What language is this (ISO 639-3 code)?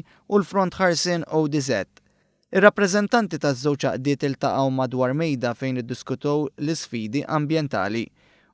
mlt